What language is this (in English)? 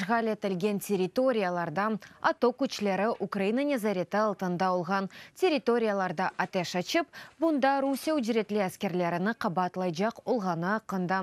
Crimean Tatar